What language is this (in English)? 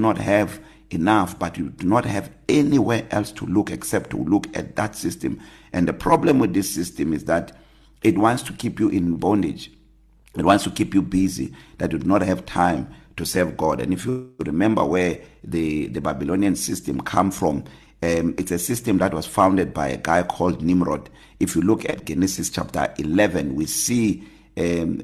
English